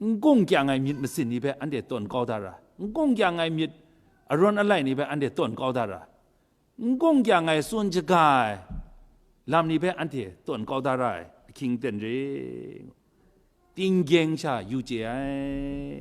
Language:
Kachin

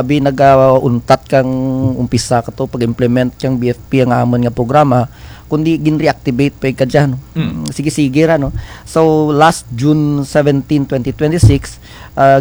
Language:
Kinaray-a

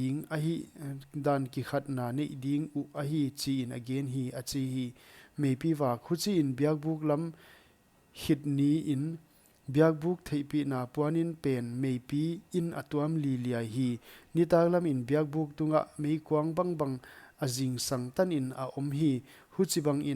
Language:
Paite Chin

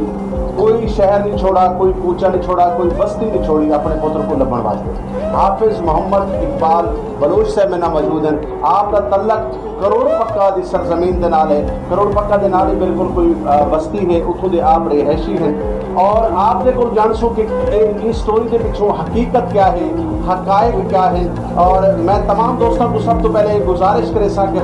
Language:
Saraiki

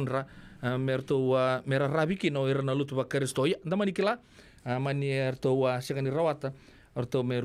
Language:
Fijian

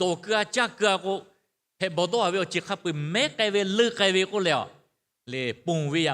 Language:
Lahu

